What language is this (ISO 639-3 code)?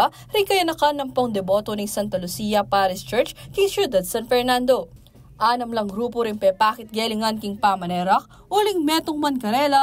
pam